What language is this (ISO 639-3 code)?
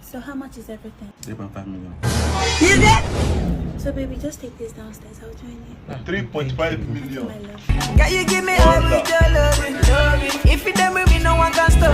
pcm